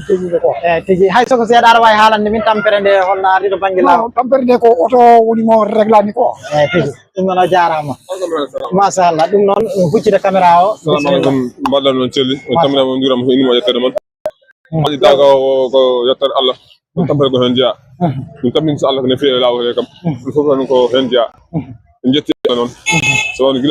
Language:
Fula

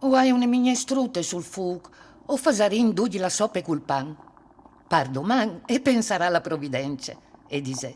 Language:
Friulian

